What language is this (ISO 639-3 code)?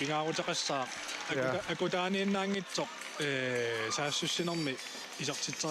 kal